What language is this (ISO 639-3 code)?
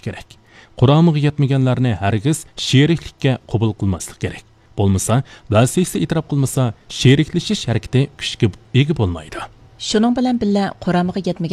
uig